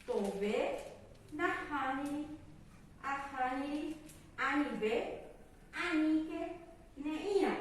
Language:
Guarani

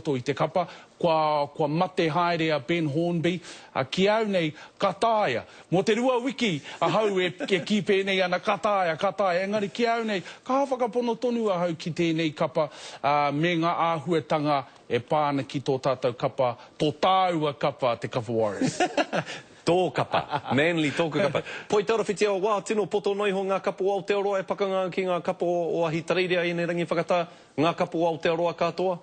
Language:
Māori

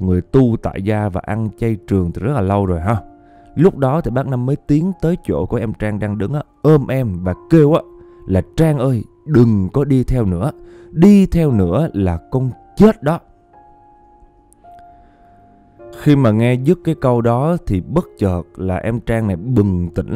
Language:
Vietnamese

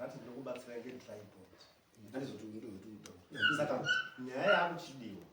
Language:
Shona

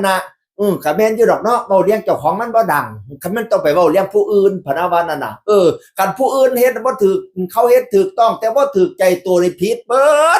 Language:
Northeastern Thai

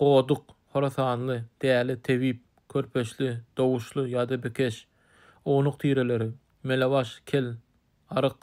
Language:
Turkmen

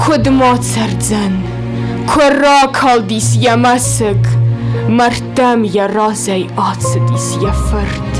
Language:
Ossetic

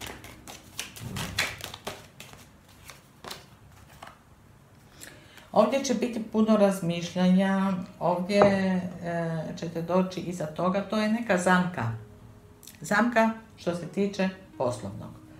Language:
Croatian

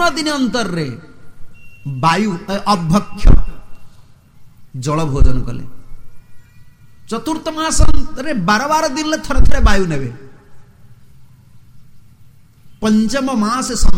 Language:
Odia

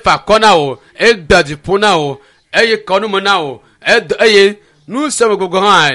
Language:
Ewe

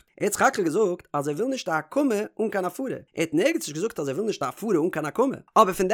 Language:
Yiddish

